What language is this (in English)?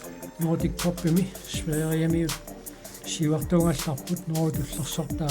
Kalaallisut